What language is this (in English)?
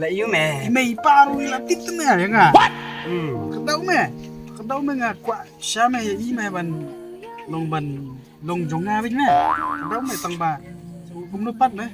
Khasi